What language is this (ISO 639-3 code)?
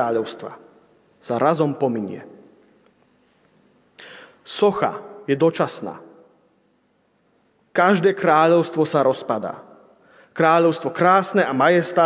slk